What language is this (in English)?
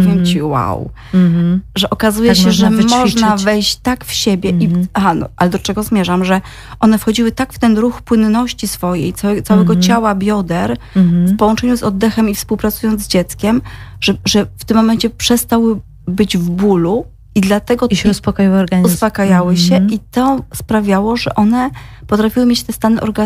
Polish